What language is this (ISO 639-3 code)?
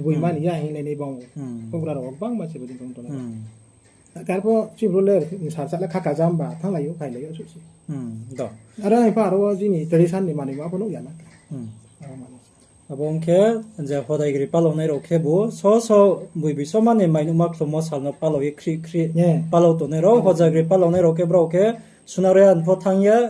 ria